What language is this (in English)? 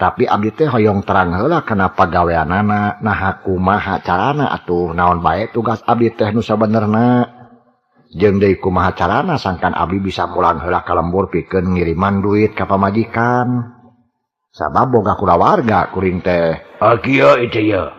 Sundanese